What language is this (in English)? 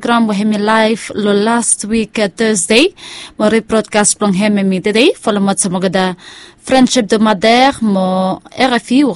Bislama